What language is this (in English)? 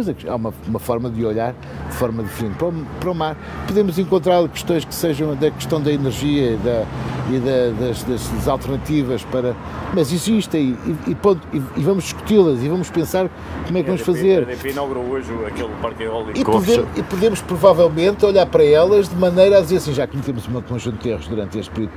Portuguese